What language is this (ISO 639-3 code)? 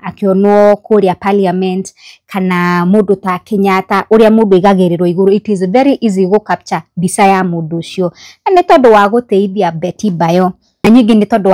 kik